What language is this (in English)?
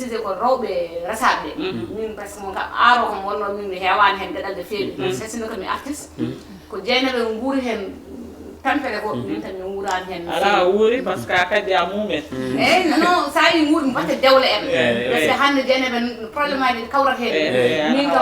Fula